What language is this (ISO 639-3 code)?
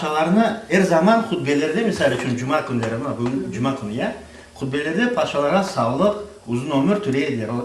crh